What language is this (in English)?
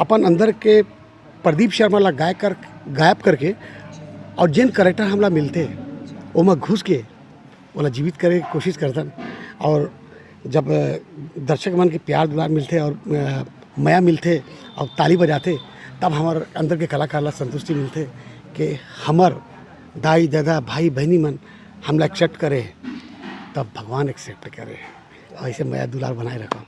Chhattisgarhi